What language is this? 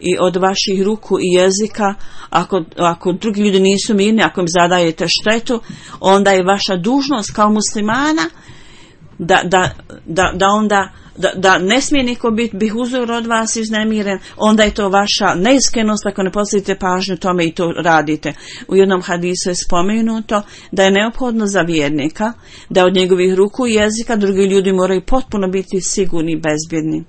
Bosnian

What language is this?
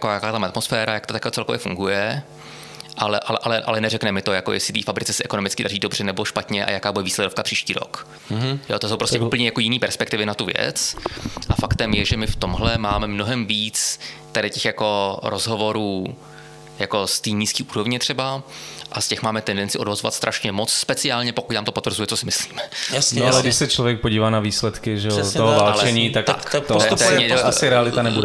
Czech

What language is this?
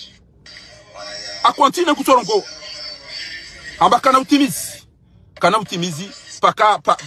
Swahili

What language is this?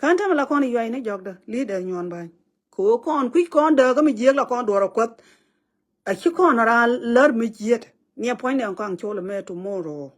Nuer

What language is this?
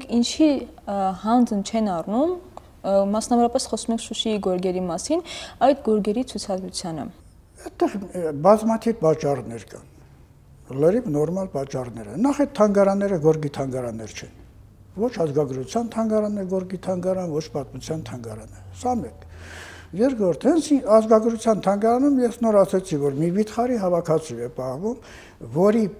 Armenian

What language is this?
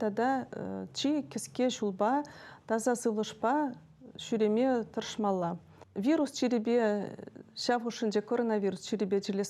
Chuvash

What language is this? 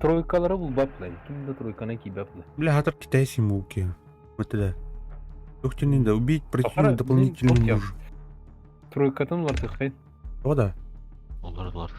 Yakut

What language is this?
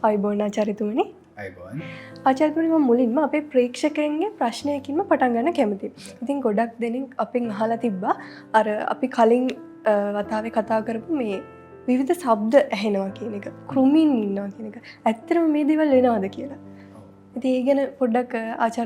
Sinhala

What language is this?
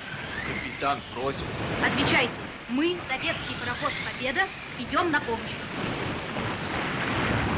Russian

